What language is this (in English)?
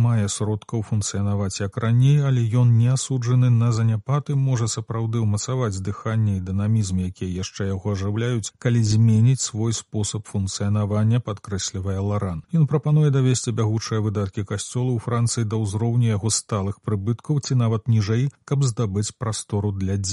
Belarusian